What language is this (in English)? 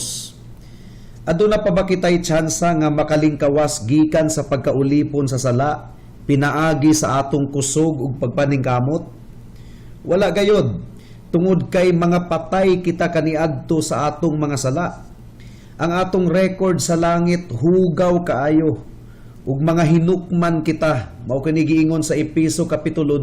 Cebuano